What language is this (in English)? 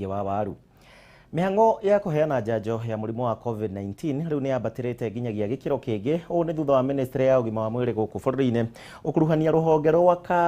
Kikuyu